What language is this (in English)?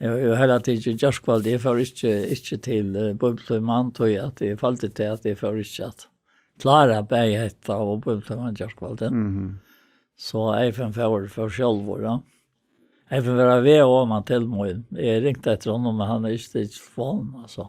Faroese